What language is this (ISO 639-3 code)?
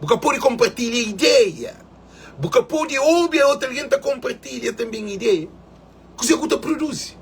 kea